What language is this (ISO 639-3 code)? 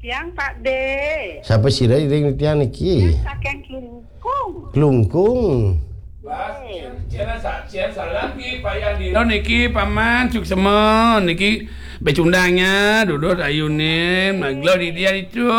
ban